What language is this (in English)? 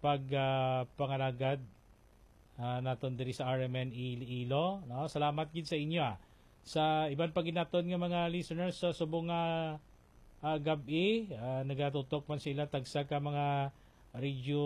Hiligaynon